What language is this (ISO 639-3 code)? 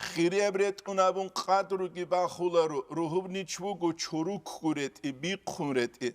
ava